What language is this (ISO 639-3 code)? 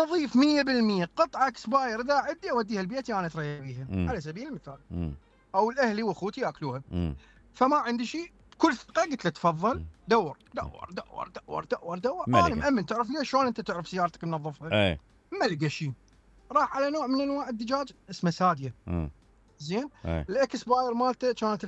acm